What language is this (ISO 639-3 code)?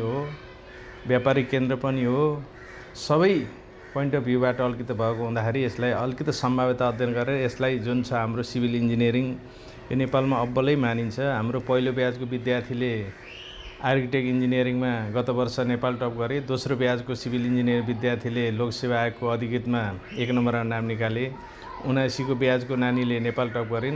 nep